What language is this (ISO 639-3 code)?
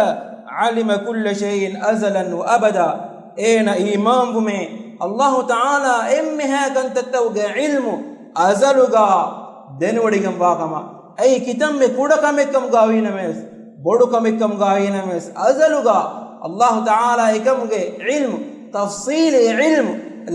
div